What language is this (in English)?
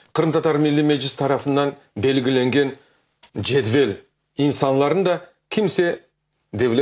Crimean Tatar